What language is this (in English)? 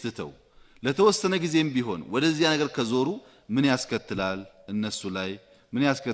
Amharic